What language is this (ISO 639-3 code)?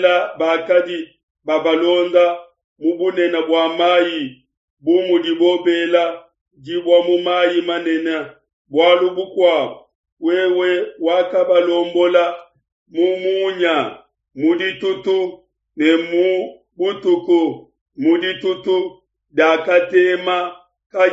lua